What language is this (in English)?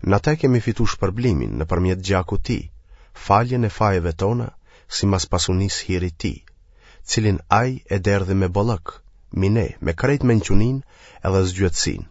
Albanian